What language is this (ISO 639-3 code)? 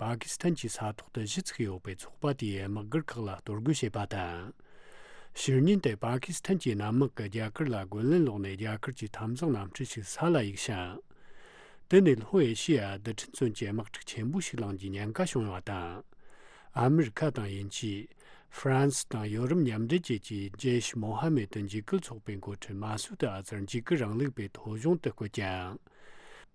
bod